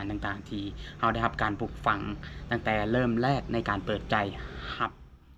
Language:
Lao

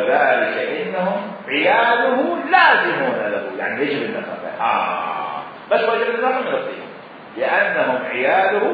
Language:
Mesopotamian Arabic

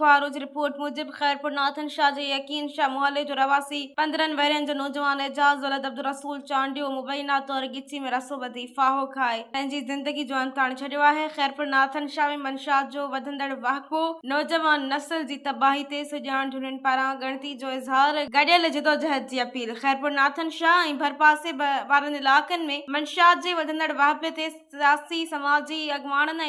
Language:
Sindhi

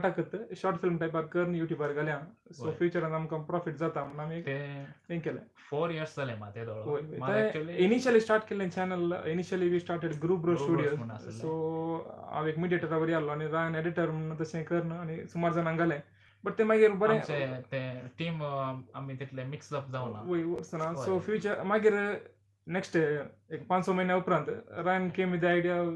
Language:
Konkani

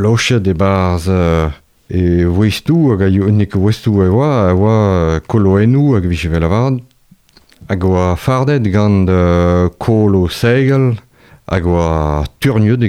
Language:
Breton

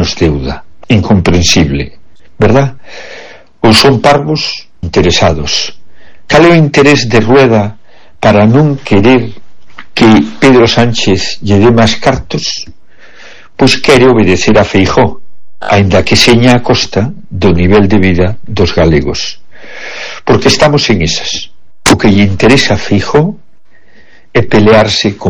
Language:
Galician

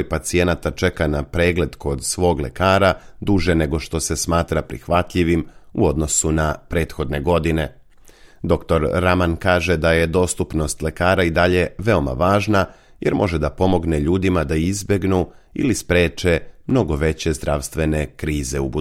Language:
Serbian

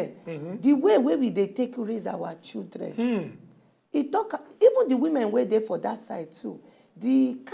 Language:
Nigerian Pidgin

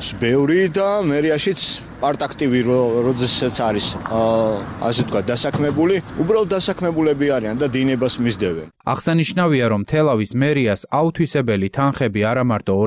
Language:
Georgian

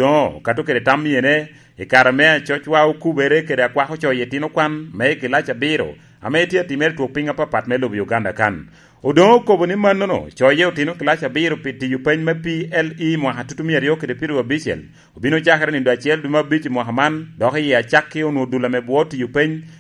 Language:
Lango (Uganda)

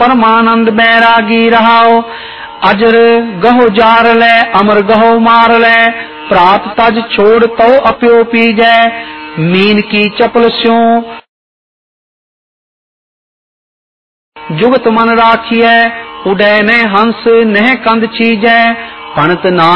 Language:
Punjabi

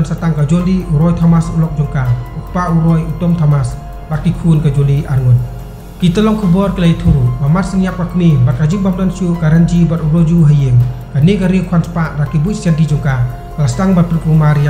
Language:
Khasi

